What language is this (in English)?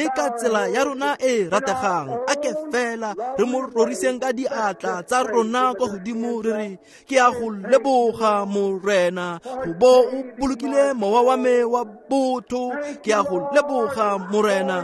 Tswana